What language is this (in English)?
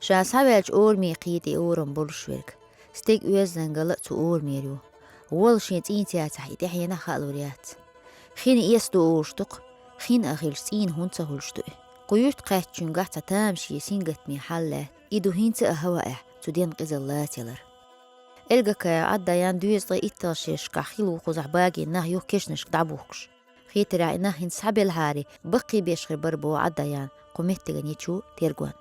Chechen